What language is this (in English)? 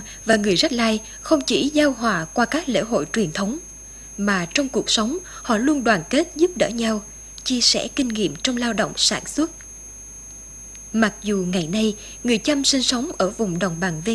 Vietnamese